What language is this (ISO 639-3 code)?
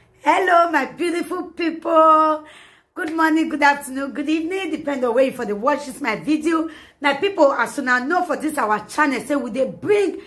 pcm